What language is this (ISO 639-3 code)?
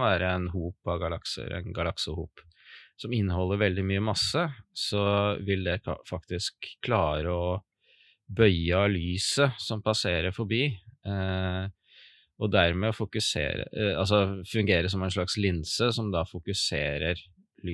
nor